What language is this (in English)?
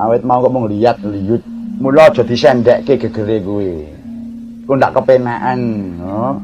Javanese